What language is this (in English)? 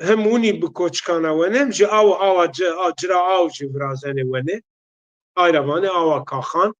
Zaza